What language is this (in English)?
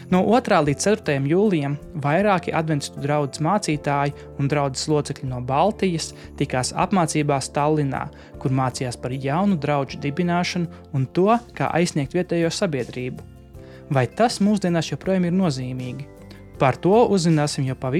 Latvian